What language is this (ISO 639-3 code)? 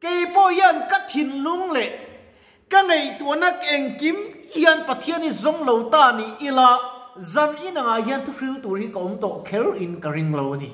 lus